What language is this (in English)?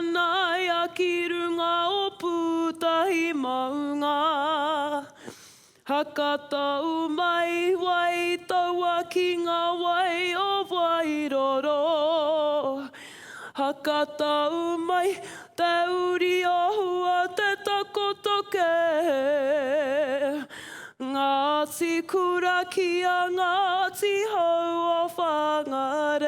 Māori